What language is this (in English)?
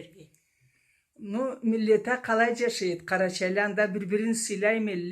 Karachay-Balkar